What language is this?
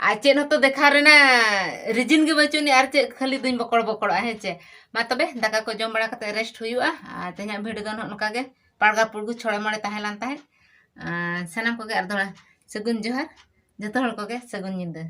Santali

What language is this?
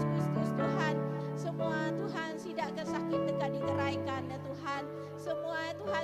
Iban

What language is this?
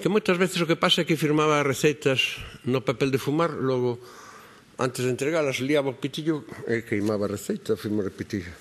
Galician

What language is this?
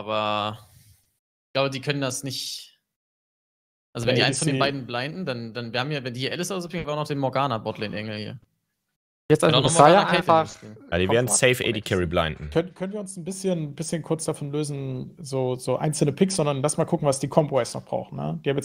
German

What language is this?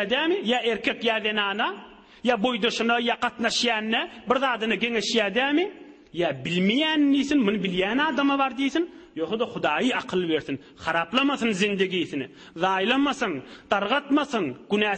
Turkmen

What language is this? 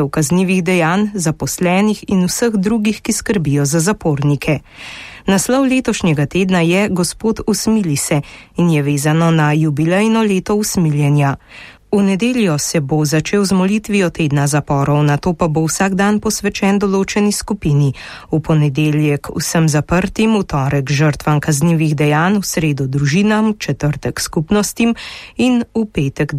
Slovenian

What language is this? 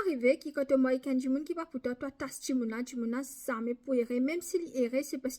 Morisyen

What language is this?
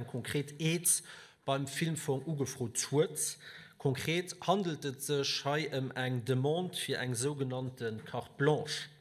Luxembourgish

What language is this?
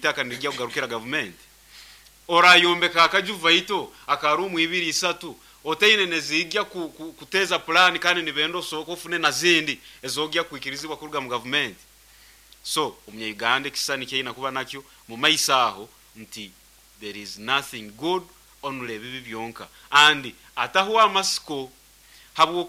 Nyankole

